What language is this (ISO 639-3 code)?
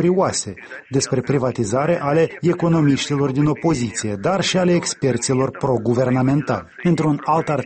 ron